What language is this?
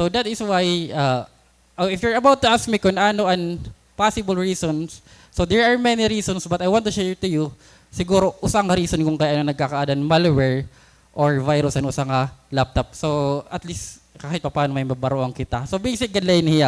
Waray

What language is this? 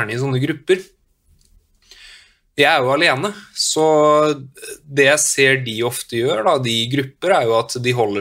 Norwegian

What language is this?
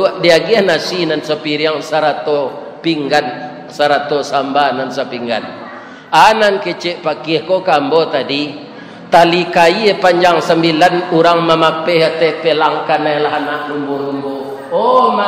Minangkabau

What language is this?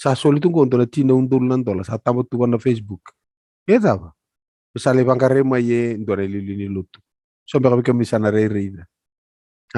Fijian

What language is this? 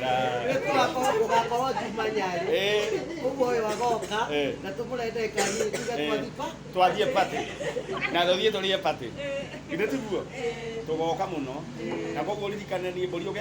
Kikuyu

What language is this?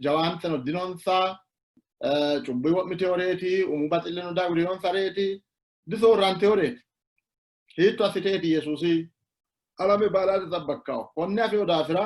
Sidamo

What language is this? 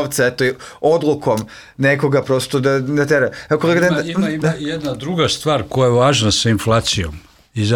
Serbian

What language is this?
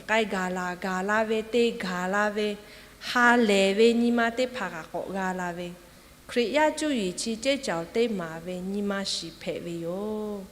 Lahu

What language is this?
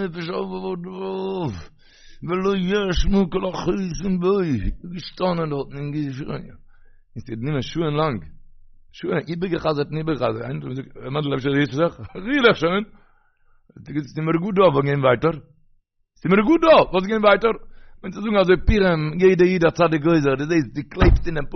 Yiddish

